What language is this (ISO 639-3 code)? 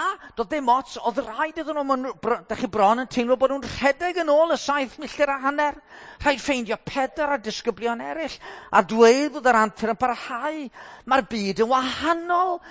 cym